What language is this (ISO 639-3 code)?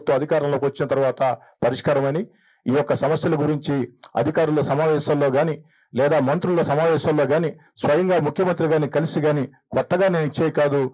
tel